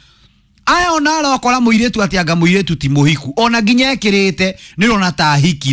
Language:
Kikuyu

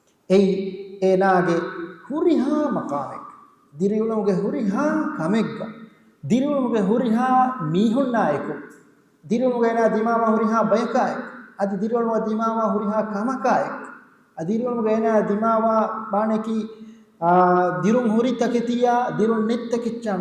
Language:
Divehi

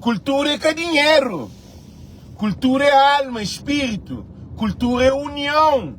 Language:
Kabuverdianu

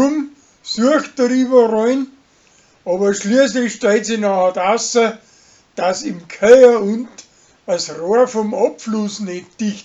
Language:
Bavarian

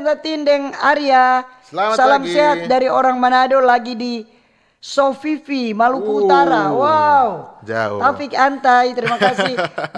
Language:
Manado Malay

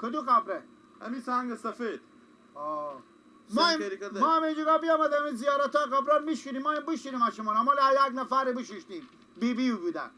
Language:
Persian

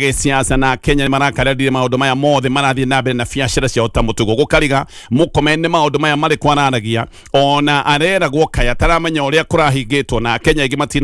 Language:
Kikuyu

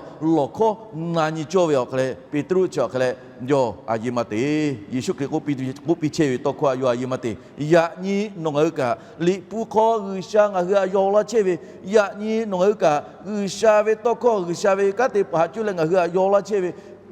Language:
Lahu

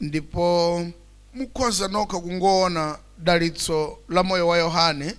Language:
Nyanja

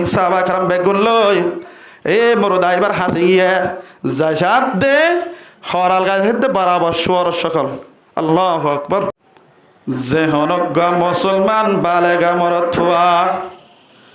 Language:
Rohingya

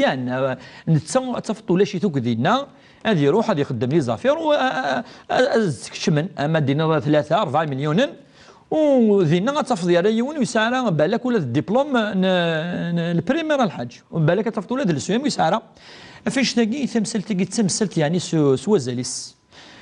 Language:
Kabyle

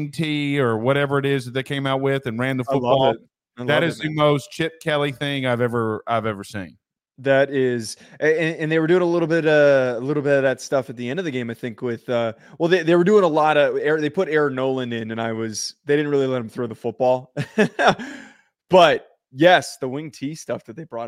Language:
English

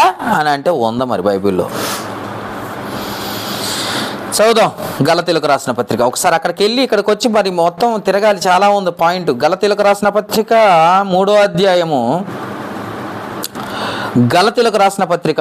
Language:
Telugu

